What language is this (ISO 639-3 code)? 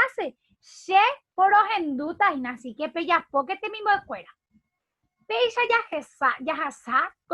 grn